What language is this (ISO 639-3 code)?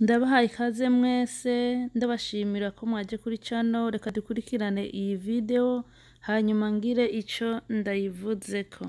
run